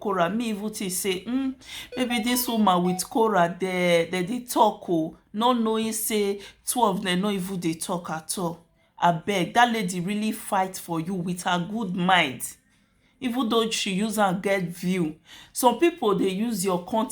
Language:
Nigerian Pidgin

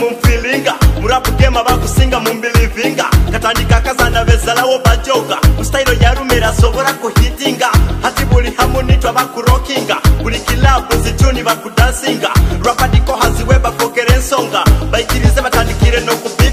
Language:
Nyoro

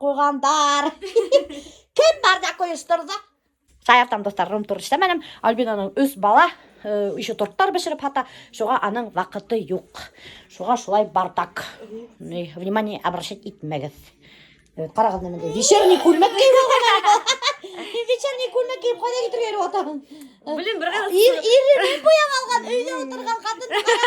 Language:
Bashkir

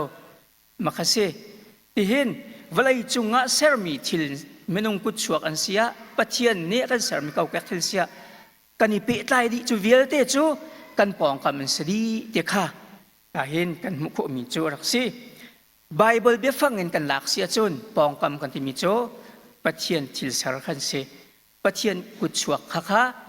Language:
Hakha Chin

